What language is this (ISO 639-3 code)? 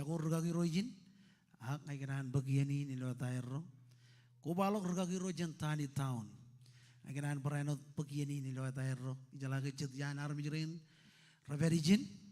mah